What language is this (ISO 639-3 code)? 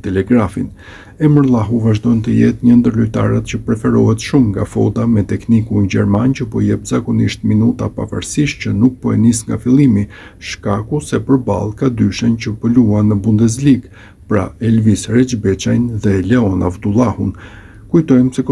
sqi